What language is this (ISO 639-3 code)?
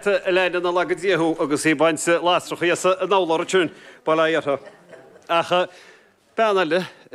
gle